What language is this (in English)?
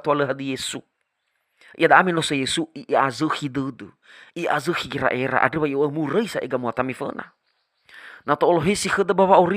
Nias